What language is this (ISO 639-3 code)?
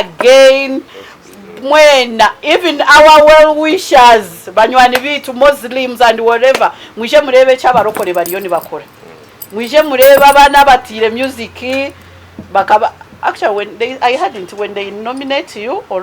nyn